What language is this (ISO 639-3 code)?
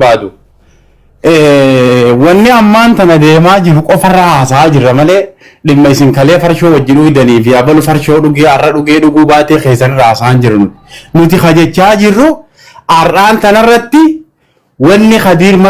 orm